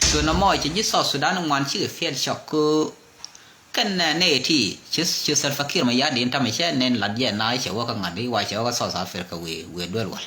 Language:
Nuer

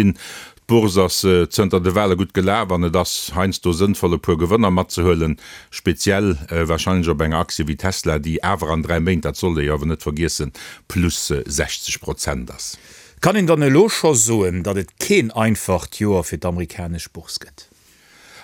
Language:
Luxembourgish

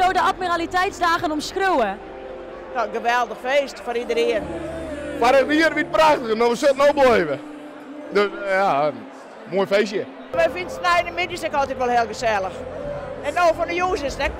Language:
Western Frisian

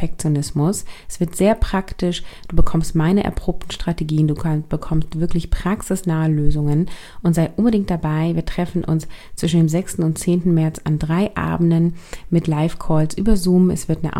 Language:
German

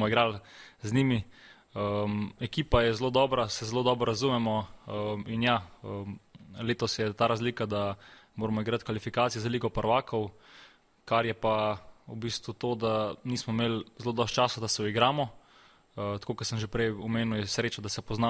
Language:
Slovenian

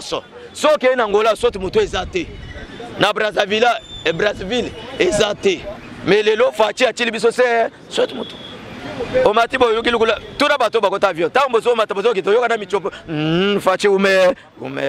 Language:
Lingala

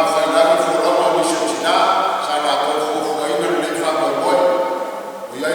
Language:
Samoan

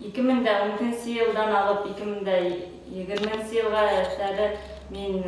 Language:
Bashkir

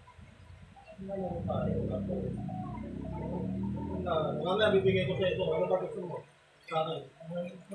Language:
Filipino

